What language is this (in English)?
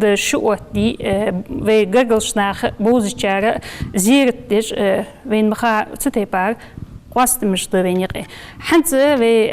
Ingush